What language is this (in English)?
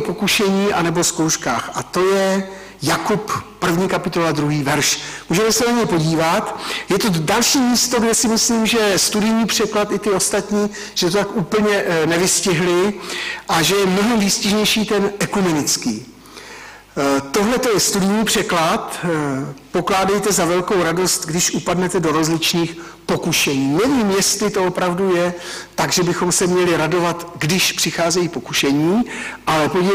Czech